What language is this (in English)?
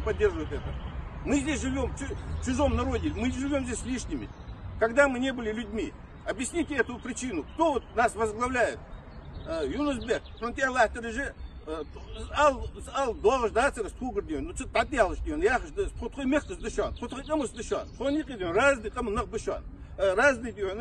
Ingush